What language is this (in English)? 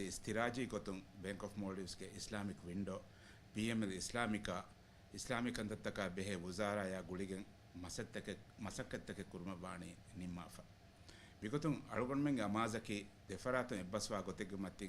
Divehi